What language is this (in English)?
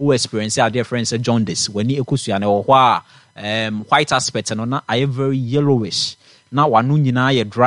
Akan